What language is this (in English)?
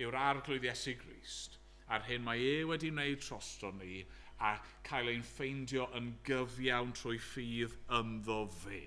Welsh